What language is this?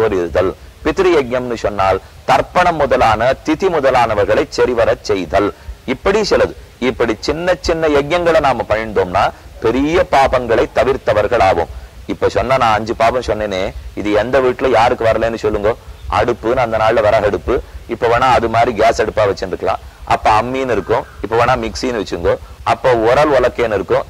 Tamil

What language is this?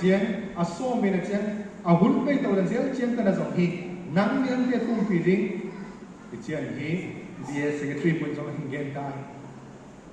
Tedim Chin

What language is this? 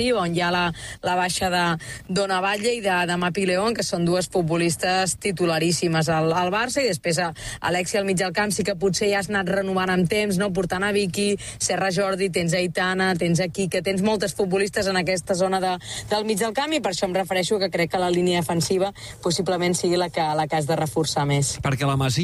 Catalan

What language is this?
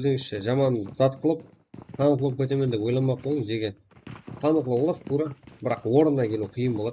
Kara-Kalpak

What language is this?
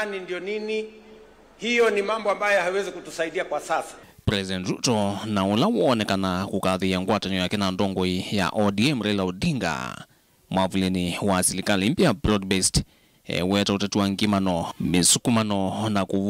Kamba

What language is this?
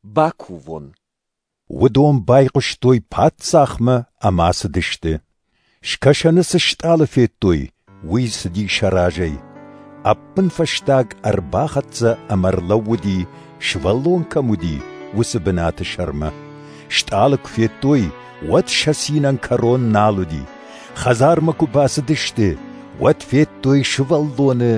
Ossetic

